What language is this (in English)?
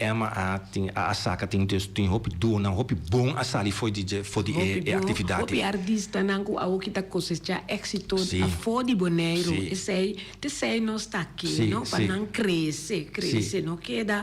Papiamento